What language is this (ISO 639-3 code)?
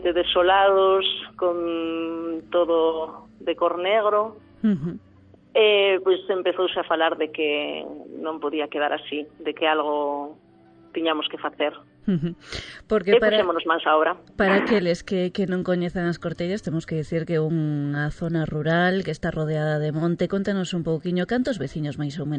glg